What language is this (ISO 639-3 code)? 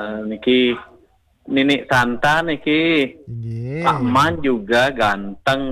ban